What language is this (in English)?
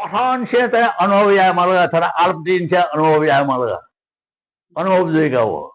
Newari